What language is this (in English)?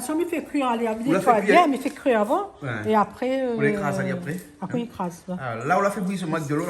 Réunion Creole French